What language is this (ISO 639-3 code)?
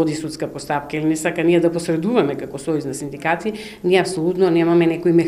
mkd